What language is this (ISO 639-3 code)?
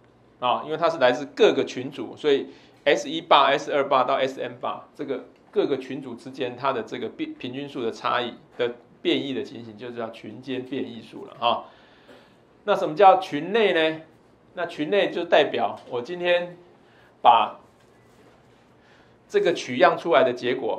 zho